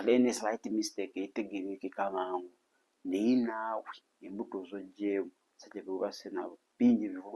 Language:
Ganda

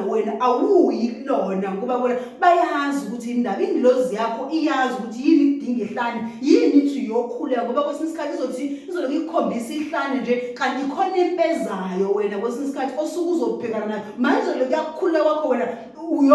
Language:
Zulu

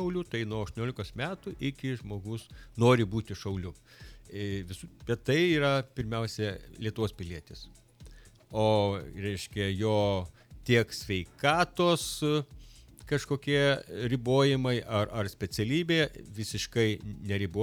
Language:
Lithuanian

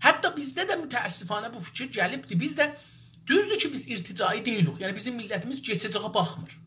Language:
South Azerbaijani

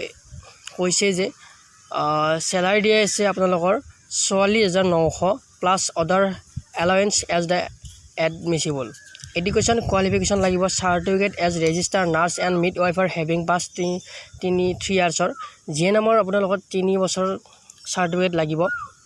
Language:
Assamese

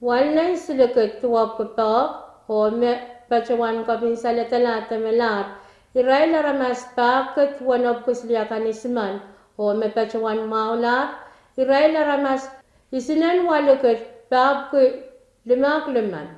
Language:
Pohnpeian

